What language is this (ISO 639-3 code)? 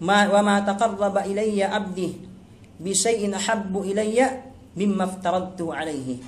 yka